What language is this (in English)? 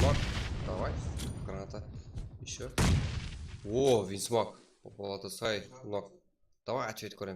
Kara-Kalpak